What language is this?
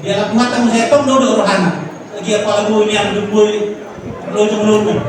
Batak Toba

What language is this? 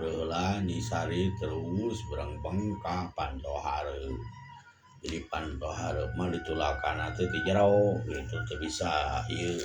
Sundanese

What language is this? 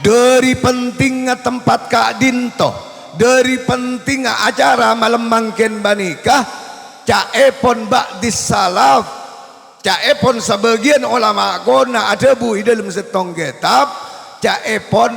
Madurese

